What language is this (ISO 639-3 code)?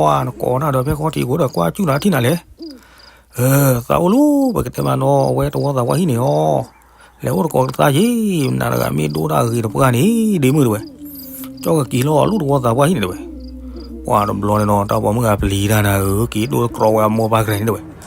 ksw